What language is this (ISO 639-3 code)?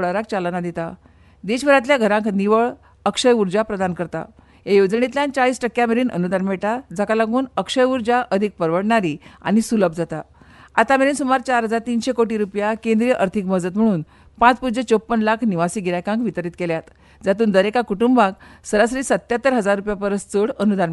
kok